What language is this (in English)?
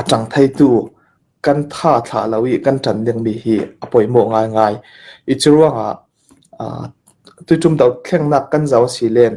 Hakha Chin